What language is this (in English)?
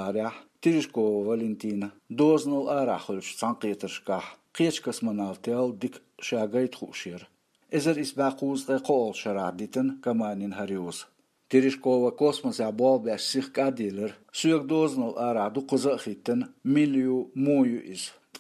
Chechen